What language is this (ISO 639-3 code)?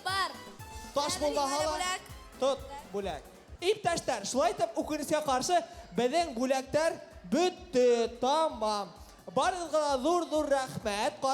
bak